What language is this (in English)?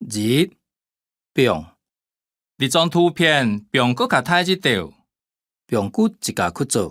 Hakka Chinese